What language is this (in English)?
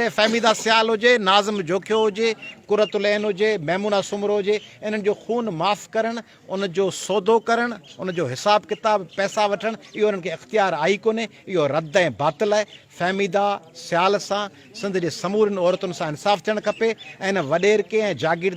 Sindhi